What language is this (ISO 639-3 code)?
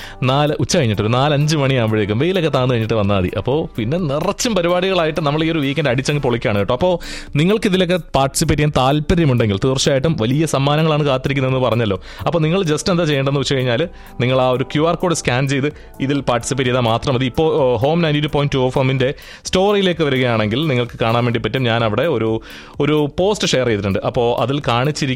mal